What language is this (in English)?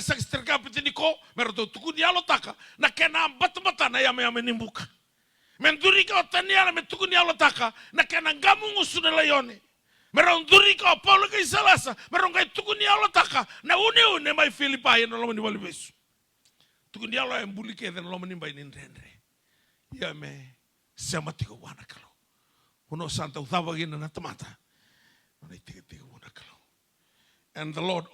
Fijian